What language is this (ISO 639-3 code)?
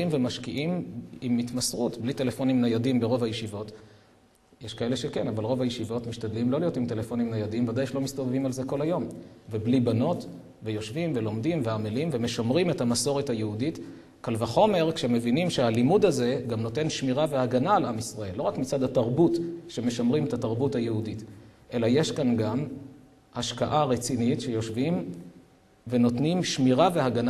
heb